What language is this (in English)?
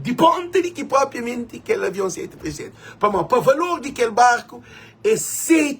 Kabuverdianu